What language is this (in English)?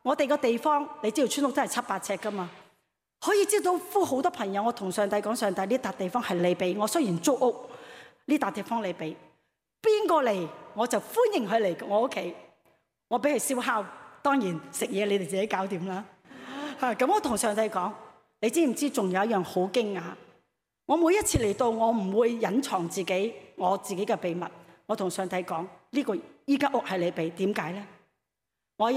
Cantonese